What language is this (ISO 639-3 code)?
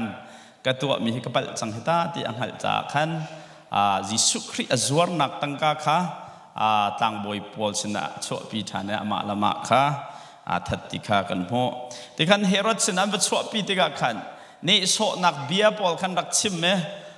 cnh